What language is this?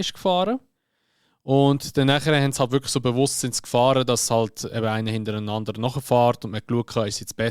Swiss German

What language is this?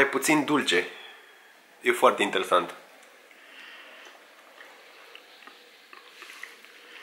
Romanian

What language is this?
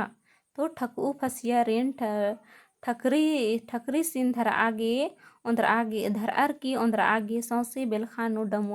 Kurukh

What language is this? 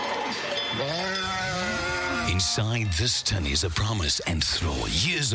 Afrikaans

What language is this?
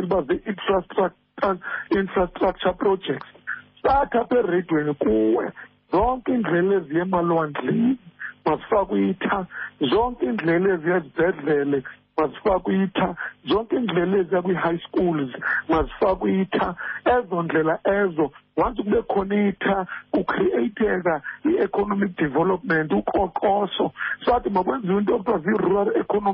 Xhosa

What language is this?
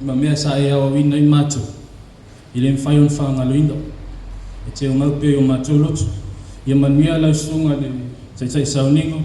Samoan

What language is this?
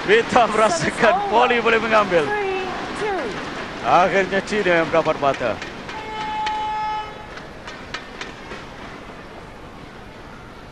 Malay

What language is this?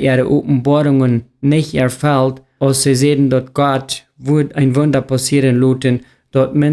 Plautdietsch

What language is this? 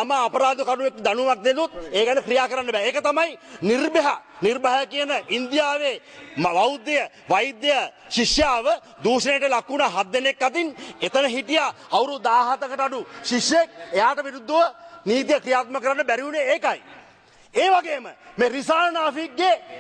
Sinhala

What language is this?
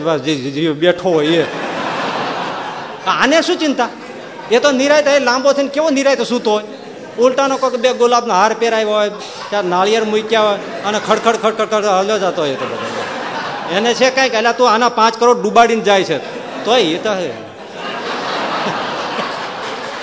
Gujarati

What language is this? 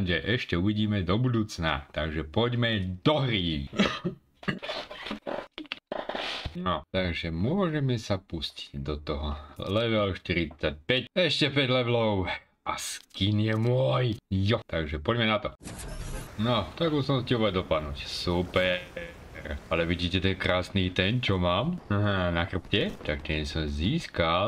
Slovak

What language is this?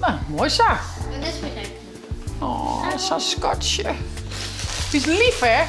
Western Frisian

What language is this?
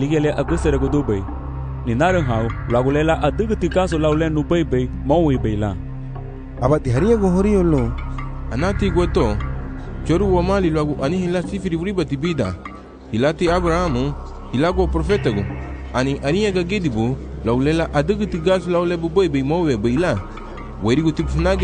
Garifuna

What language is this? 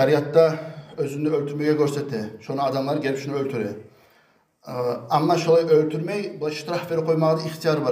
Kumyk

